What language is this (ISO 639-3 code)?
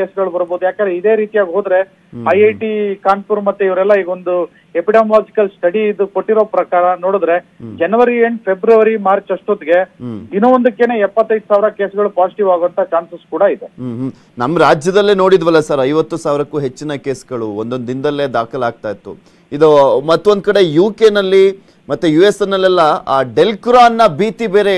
kan